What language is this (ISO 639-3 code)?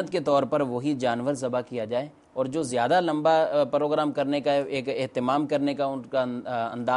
urd